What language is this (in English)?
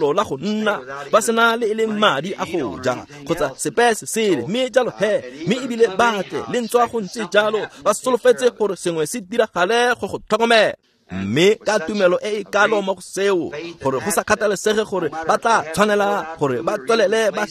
Tswana